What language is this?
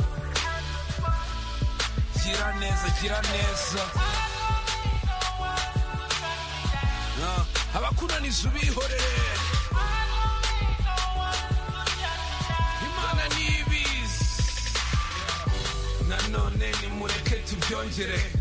Kinyarwanda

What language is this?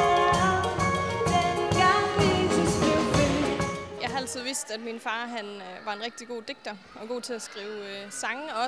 Danish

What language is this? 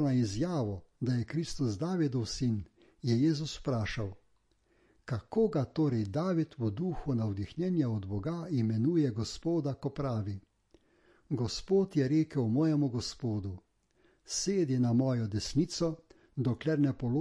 Slovenian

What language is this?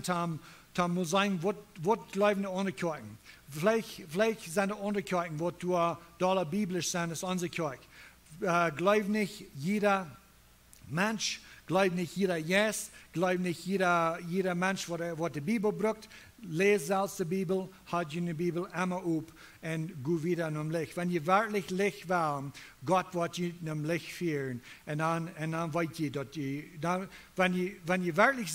Plautdietsch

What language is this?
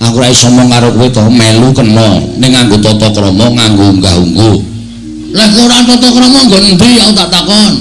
Javanese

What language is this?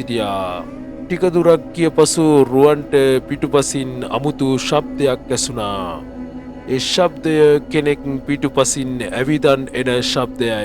Sinhala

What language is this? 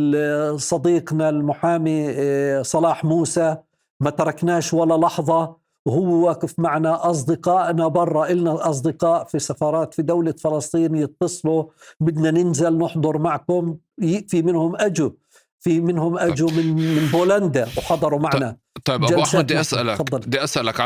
North Levantine Arabic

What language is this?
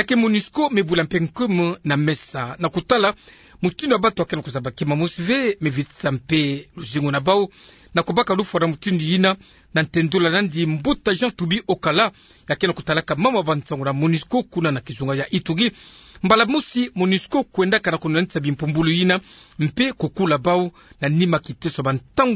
Kituba (Democratic Republic of Congo)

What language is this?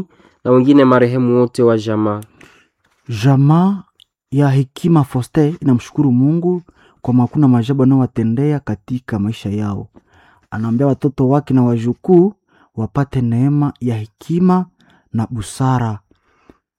Swahili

